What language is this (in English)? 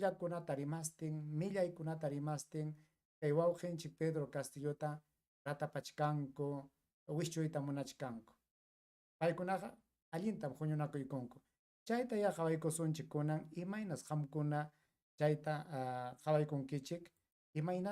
Ayacucho Quechua